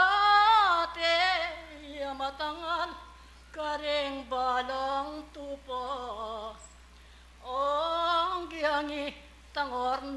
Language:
Pampanga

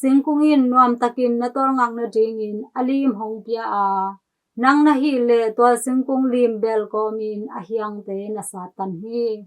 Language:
Tedim Chin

